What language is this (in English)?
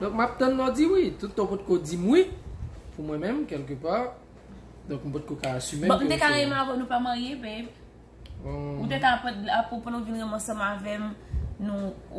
Haitian Creole